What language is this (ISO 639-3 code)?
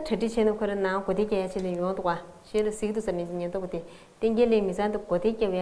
bod